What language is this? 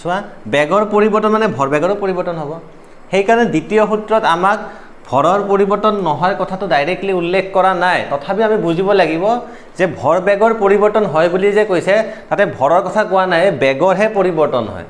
Assamese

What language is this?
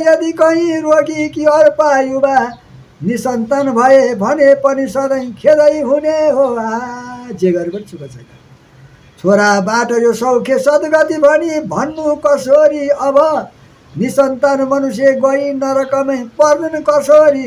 Nepali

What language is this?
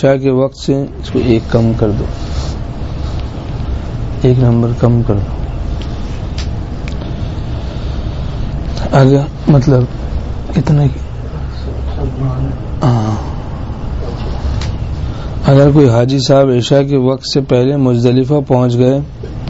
Urdu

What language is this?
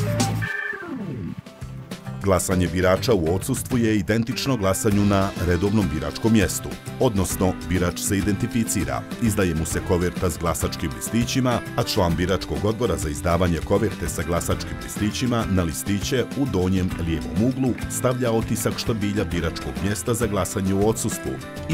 Bosnian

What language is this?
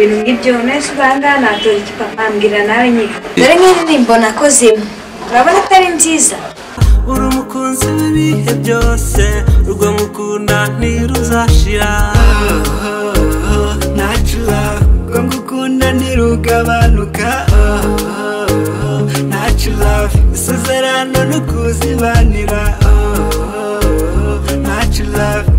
Kinyarwanda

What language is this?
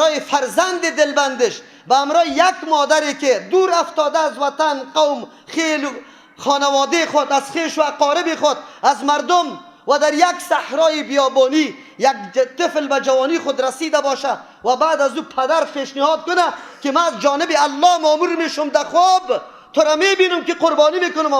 Persian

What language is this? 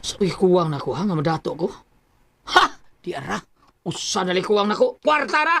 Cebuano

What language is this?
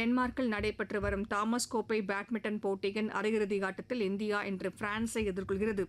Tamil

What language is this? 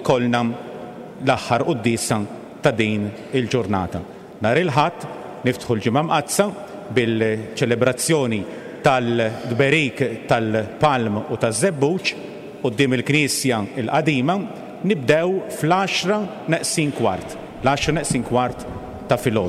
Maltese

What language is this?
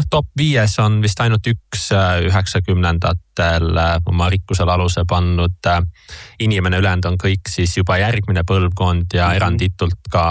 Estonian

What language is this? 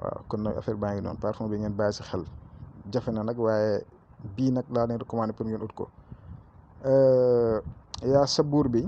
Wolof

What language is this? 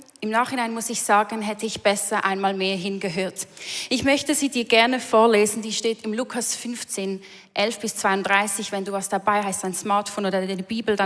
Swiss German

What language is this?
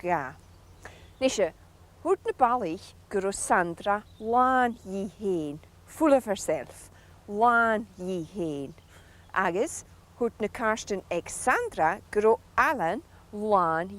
Scottish Gaelic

